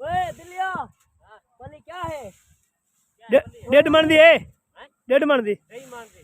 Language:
Saraiki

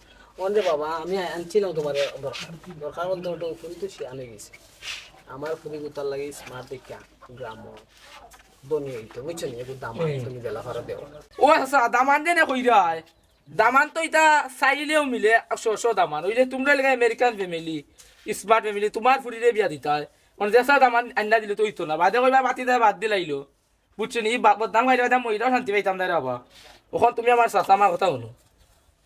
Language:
Sylheti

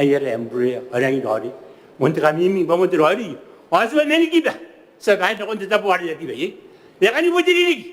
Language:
Gilbertese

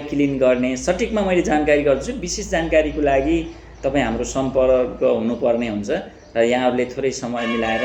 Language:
Nepali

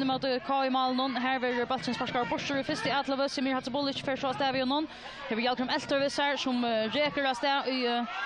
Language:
Faroese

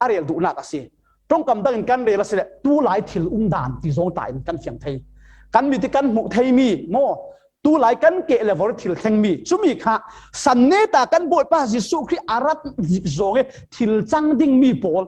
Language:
Falam Chin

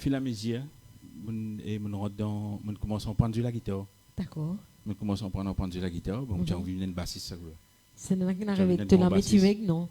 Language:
Morisyen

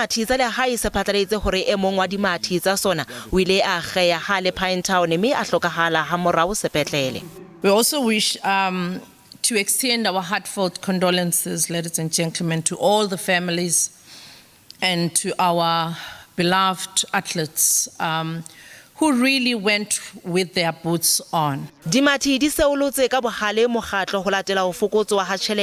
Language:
Southern Sotho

